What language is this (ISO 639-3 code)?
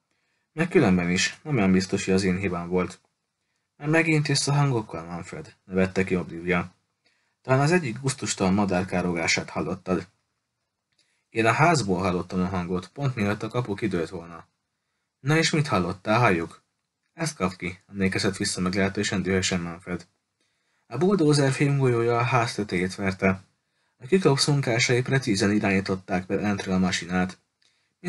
hun